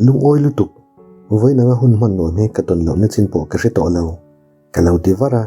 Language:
Mizo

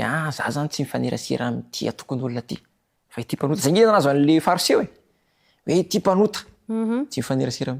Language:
Malagasy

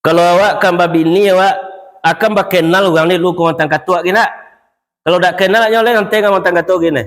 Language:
Minangkabau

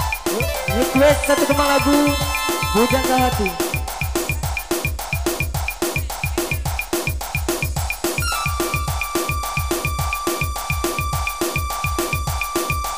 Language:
Indonesian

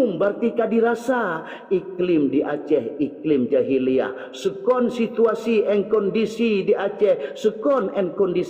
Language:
Achinese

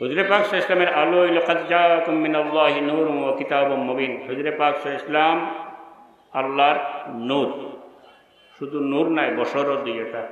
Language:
Sylheti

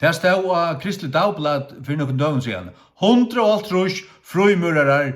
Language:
Faroese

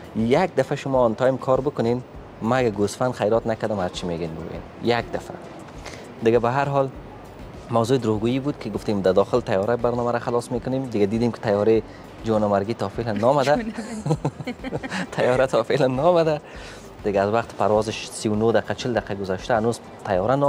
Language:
Persian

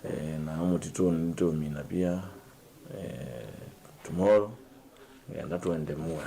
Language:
Kamba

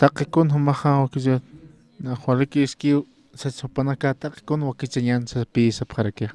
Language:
Aymara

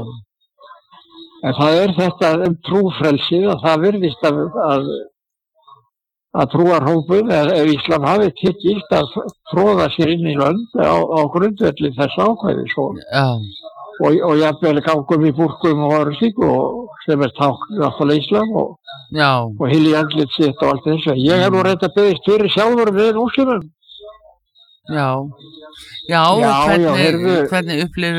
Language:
Icelandic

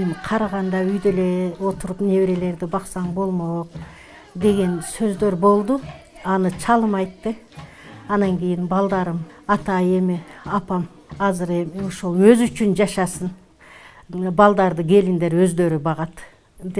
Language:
Kyrgyz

